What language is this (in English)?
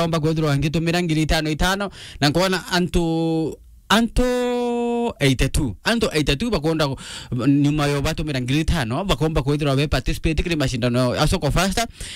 Meru